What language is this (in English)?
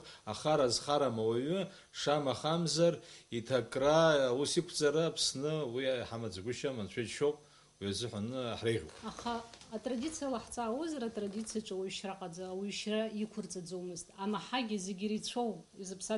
Abkhazian